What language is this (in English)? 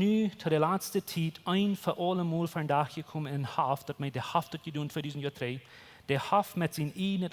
Plautdietsch